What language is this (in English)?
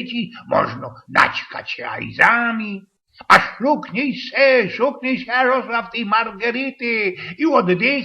Silesian